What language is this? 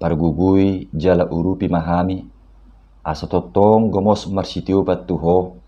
Batak Toba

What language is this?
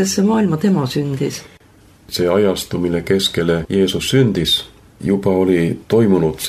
Estonian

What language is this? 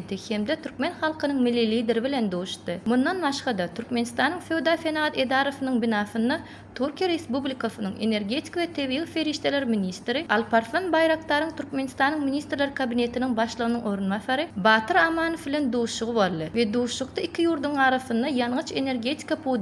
Turkmen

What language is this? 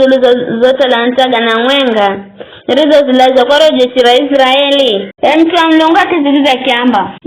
Giryama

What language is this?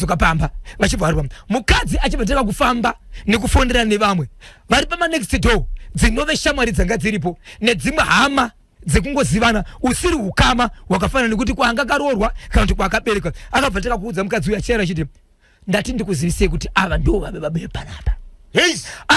Shona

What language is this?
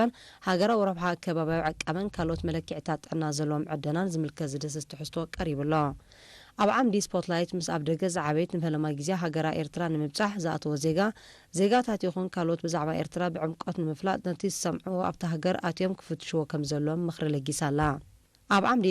Tigrinya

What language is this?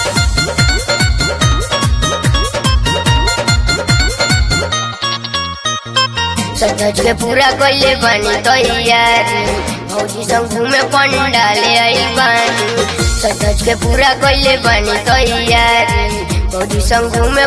Bhojpuri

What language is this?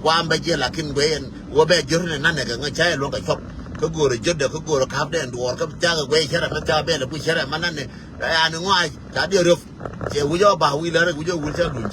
Nuer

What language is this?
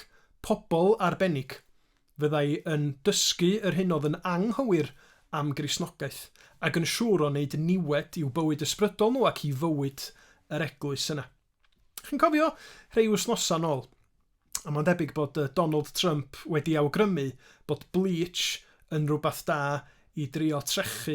Welsh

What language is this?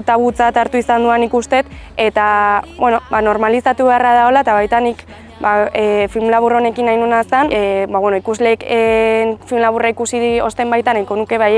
Basque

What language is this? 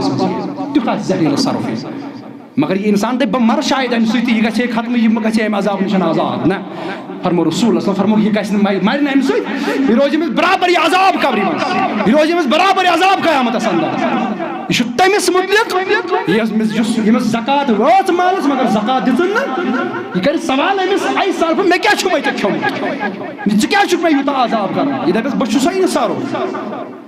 Kashmiri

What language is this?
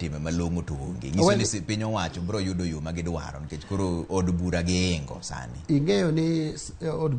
Luo (Kenya and Tanzania)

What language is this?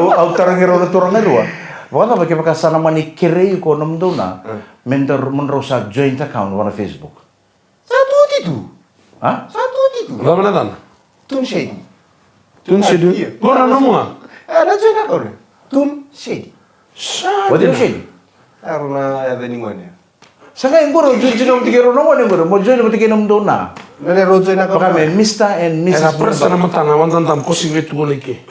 Fijian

